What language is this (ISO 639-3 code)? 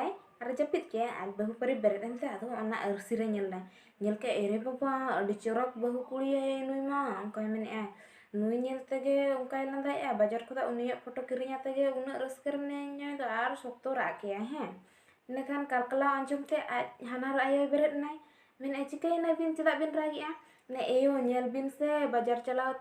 sat